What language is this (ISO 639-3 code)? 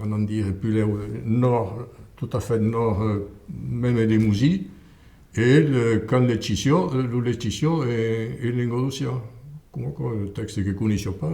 oci